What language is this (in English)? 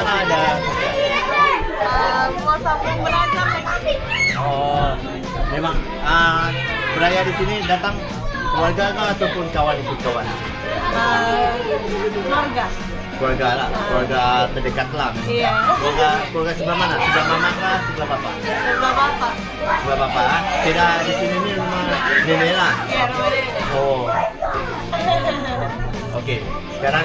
Malay